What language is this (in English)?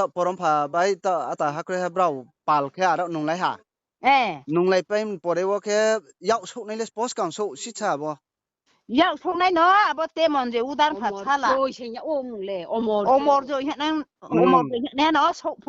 Riang (India)